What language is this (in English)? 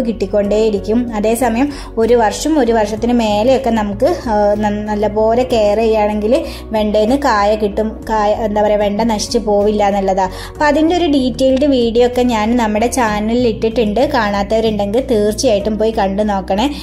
Malayalam